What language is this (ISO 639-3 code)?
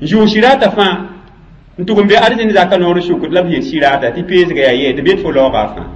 mos